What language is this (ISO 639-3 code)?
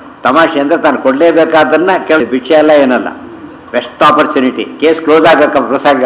kan